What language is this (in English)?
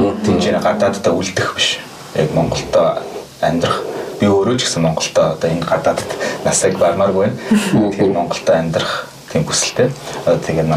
Mongolian